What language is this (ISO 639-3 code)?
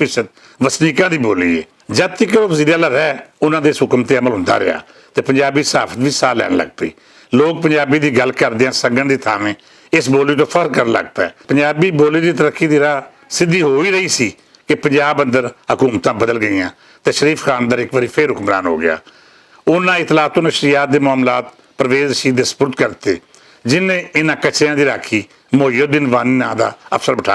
lah